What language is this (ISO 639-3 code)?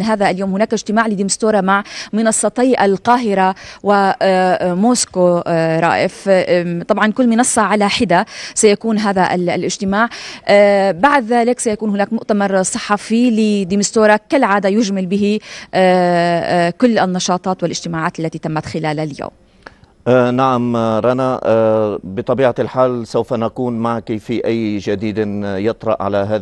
ara